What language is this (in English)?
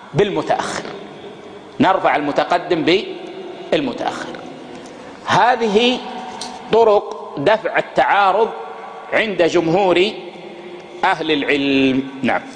Arabic